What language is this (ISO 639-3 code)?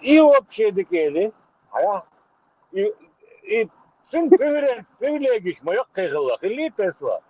che